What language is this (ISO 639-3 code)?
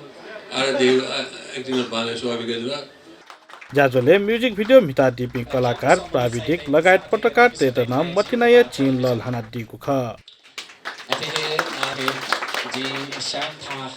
new